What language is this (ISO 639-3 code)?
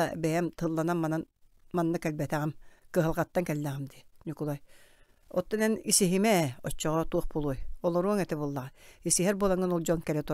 sah